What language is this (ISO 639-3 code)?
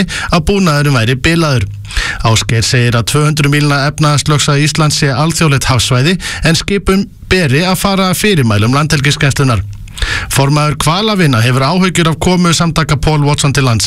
isl